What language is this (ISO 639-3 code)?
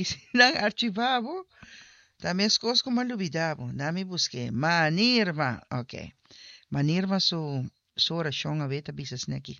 pap